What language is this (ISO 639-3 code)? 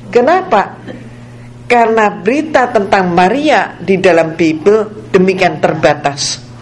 ind